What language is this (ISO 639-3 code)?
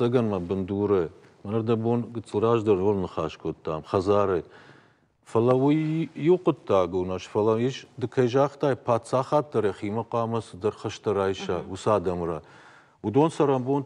oss